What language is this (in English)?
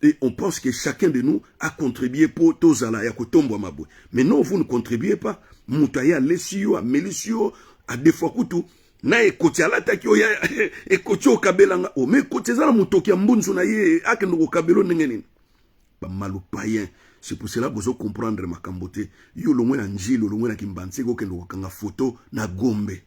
Lingala